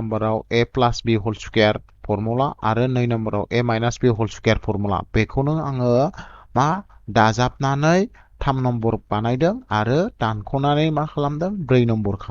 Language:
Bodo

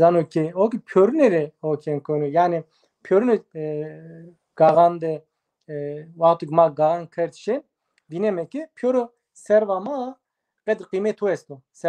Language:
Zaza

